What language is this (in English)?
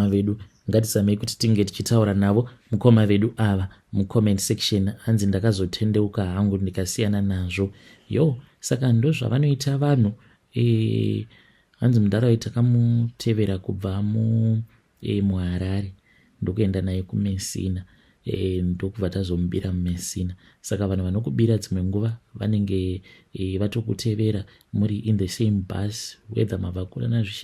Shona